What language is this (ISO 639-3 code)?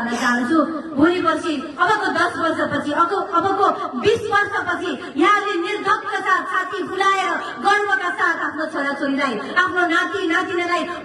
nep